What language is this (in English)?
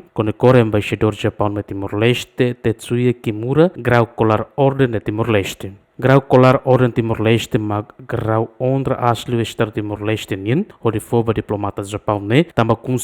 Tetum